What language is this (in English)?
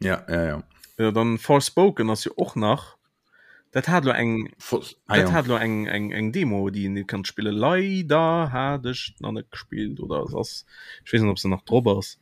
Luxembourgish